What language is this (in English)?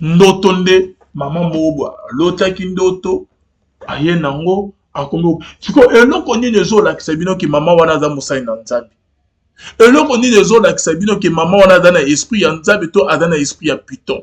Lingala